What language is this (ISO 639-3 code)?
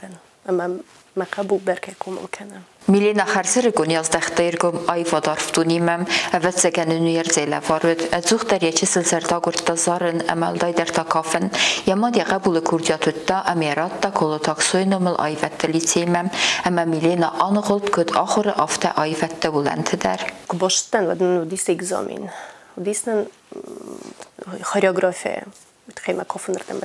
oss